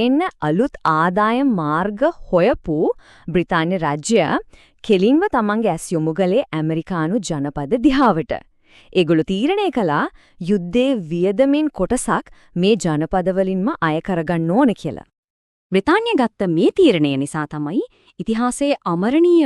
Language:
Sinhala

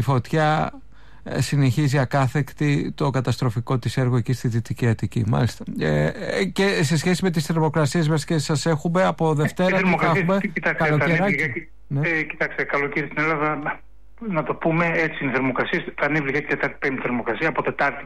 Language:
Greek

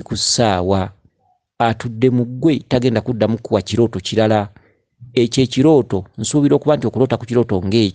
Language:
Ganda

